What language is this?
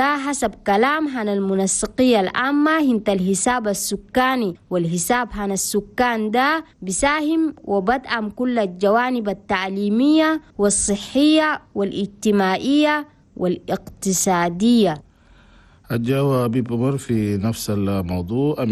Chadian Arabic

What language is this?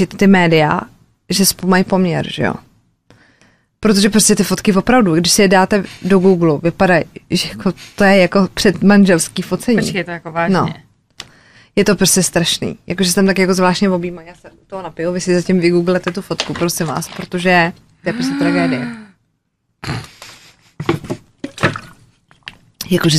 Czech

